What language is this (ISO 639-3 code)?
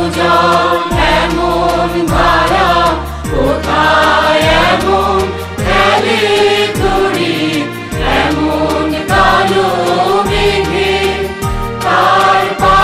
ben